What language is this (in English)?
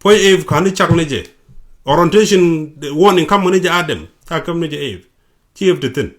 Nuer